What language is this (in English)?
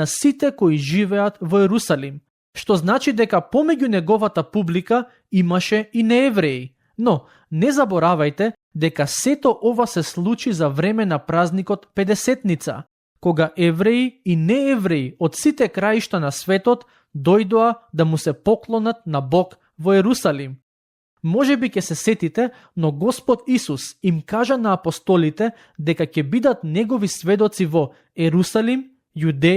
Macedonian